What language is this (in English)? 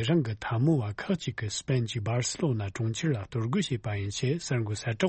Tibetan